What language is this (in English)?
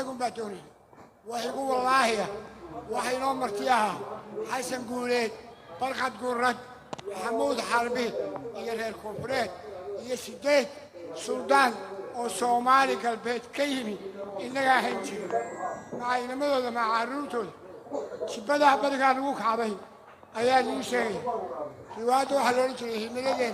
Somali